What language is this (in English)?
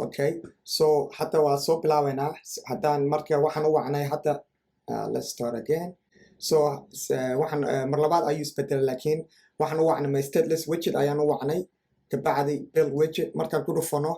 Somali